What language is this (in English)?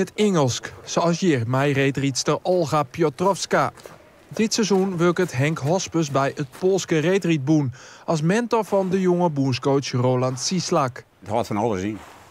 Western Frisian